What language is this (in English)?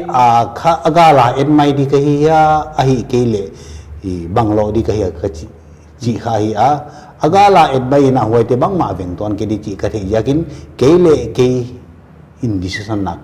Paite Chin